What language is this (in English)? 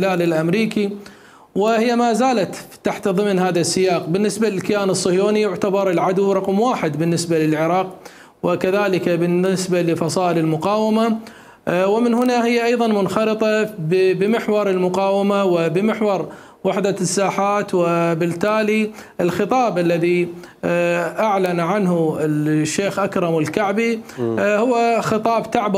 Mesopotamian Arabic